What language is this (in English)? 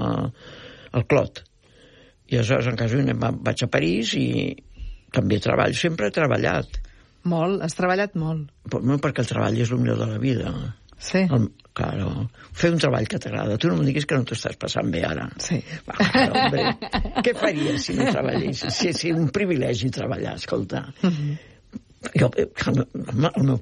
Catalan